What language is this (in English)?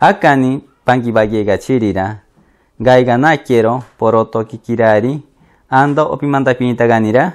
Machiguenga